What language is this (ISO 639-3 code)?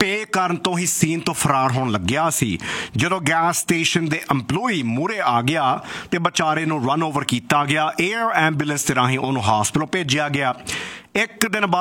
pan